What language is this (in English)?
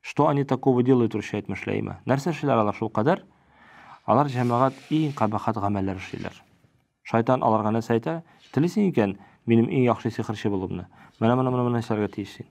Tatar